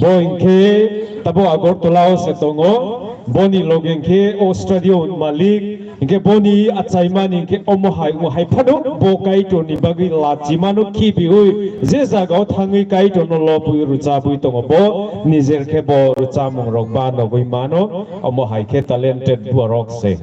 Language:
Kok Borok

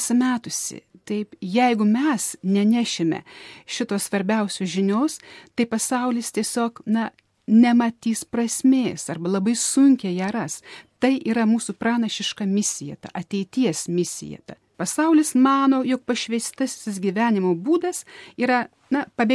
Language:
Lithuanian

